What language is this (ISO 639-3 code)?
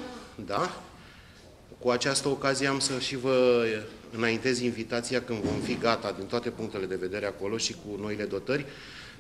ron